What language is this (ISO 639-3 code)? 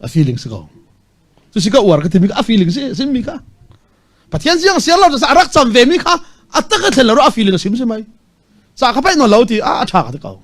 cfm